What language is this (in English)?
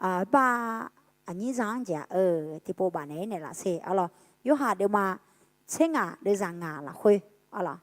Akha